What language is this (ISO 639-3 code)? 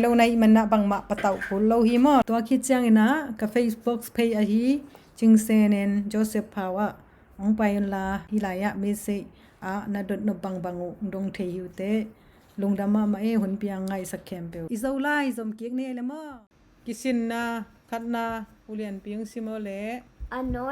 ctd